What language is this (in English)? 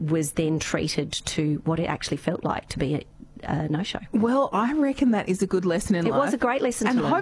English